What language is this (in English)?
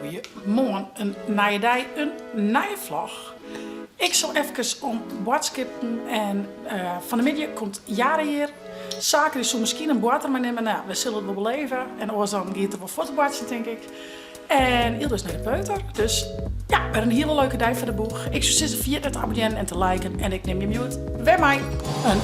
Western Frisian